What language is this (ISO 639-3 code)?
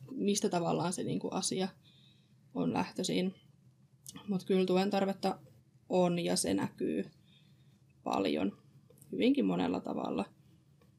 fin